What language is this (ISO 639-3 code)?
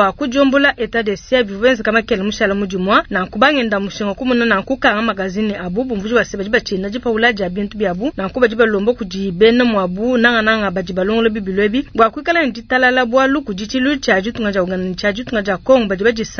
lua